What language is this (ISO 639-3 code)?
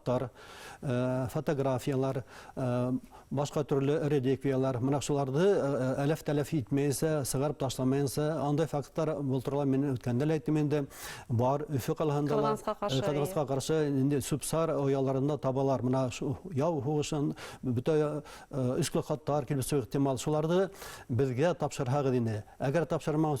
bak